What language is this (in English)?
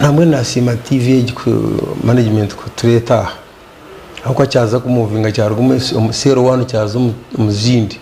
Nyankole